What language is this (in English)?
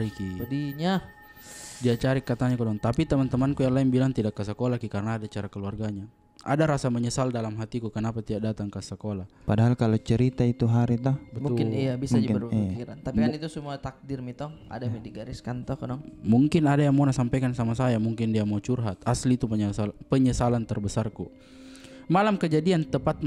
Makassar Malay